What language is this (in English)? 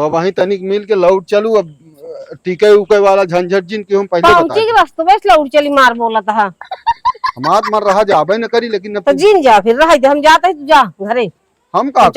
Awadhi